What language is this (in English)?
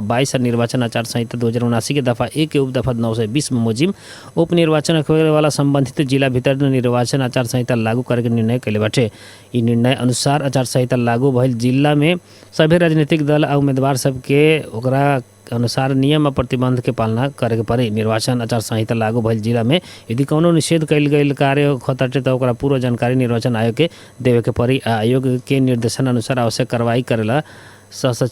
Bhojpuri